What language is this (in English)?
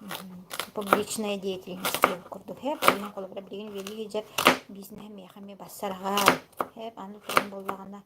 Yakut